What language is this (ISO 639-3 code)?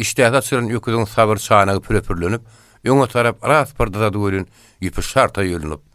tuk